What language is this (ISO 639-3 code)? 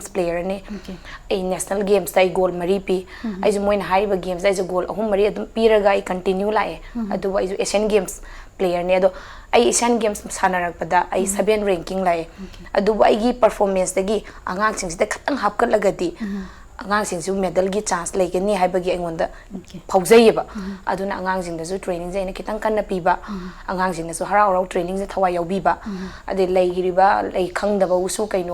mni